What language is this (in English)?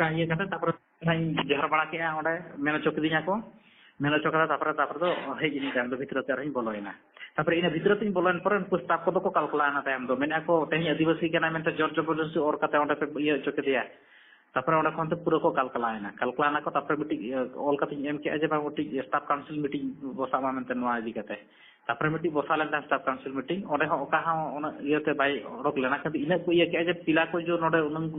Santali